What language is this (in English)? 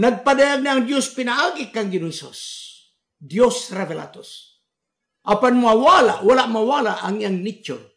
Cebuano